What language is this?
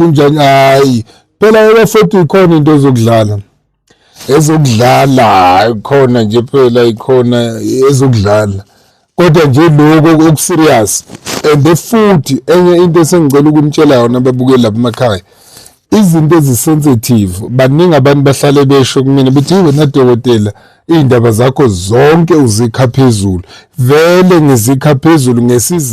Zulu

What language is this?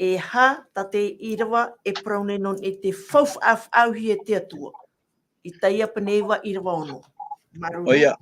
Tahitian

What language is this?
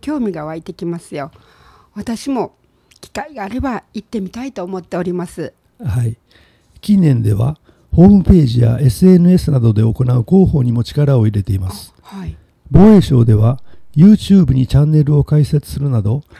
Japanese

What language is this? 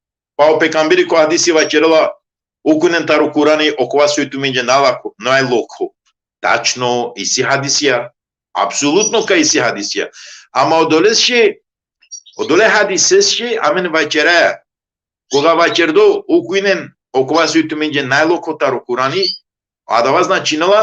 Balkan Romani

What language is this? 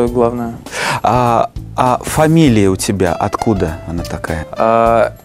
Russian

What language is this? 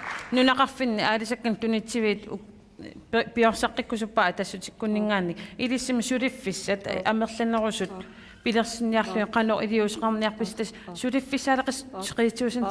Kalaallisut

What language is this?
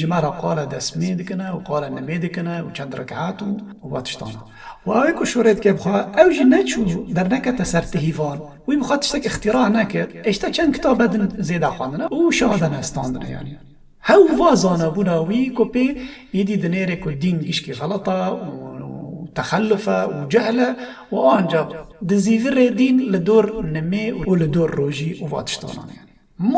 Kurdish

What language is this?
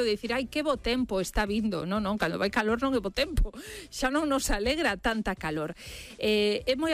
Galician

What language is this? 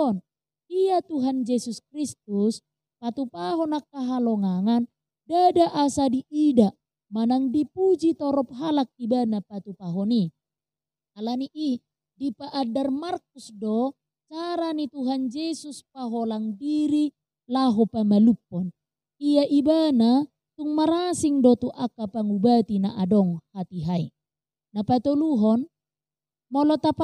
Batak Toba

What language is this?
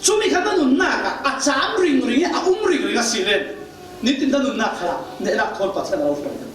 Falam Chin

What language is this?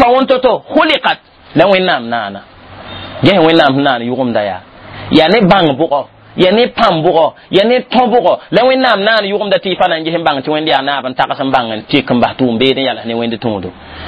Mossi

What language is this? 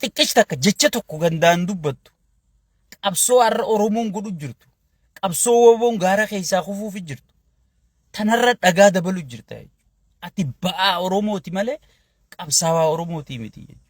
Oromo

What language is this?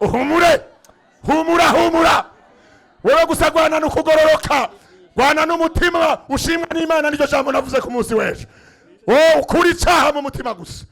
Rundi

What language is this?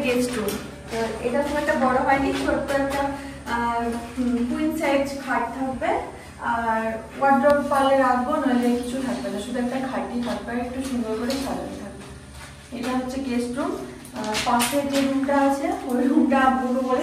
Bangla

